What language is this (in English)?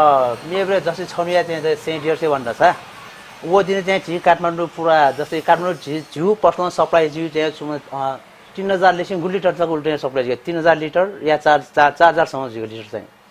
Newari